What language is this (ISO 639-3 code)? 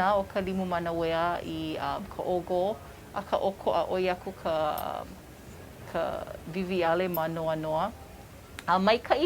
haw